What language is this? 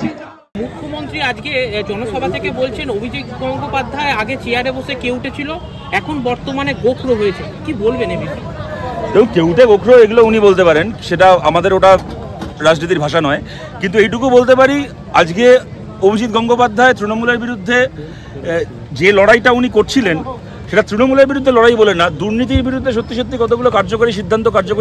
Bangla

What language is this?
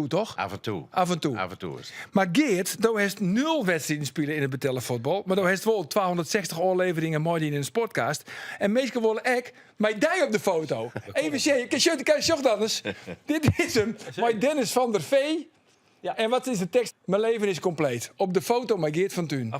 Western Frisian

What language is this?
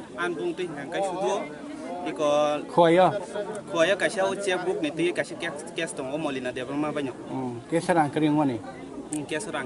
Kok Borok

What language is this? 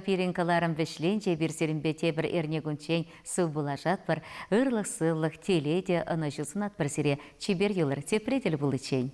Chuvash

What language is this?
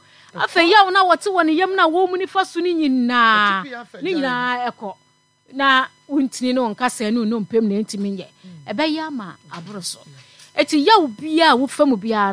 Akan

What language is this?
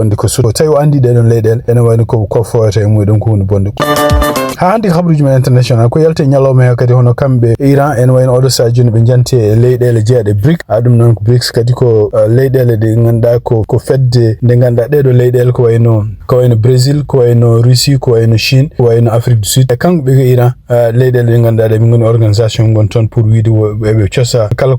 Fula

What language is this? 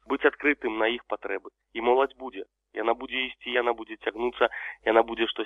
Belarusian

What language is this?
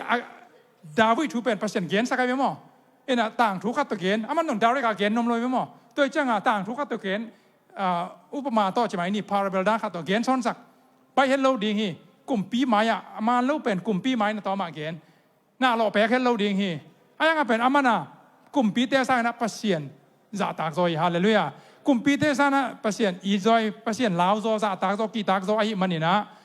Tedim Chin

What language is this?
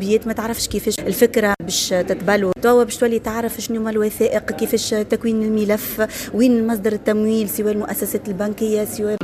Tunisian Arabic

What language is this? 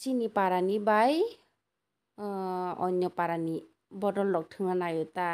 Kok Borok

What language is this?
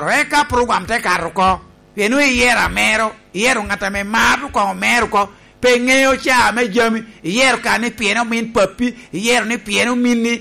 Lango (Uganda)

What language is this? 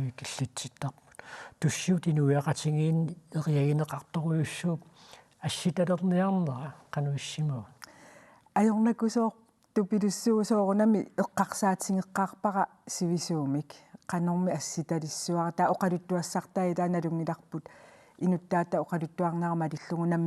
Kalaallisut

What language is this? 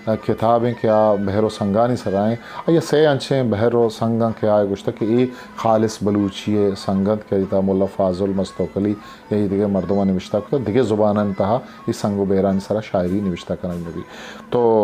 Eastern Balochi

